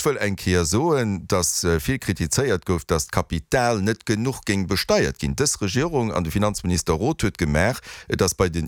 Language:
Luxembourgish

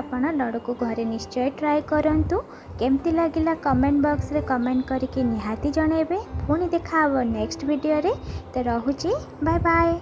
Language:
Odia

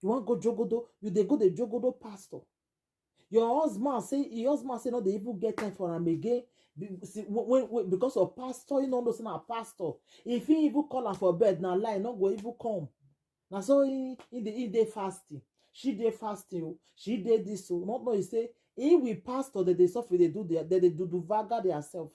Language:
Nigerian Pidgin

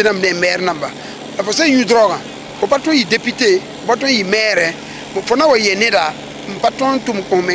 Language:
Mossi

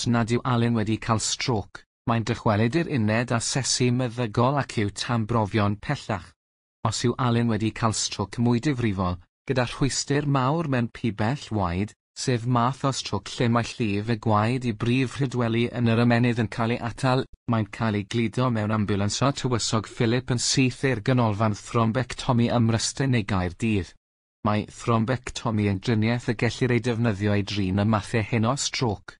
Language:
Welsh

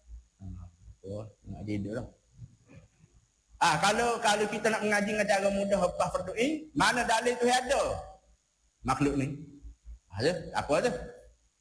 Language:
Malay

